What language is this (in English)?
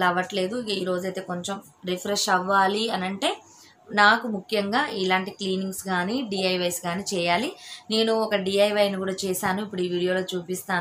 Telugu